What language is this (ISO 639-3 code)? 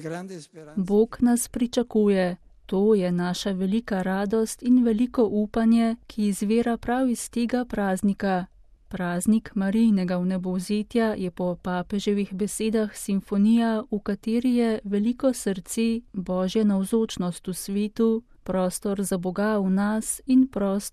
slv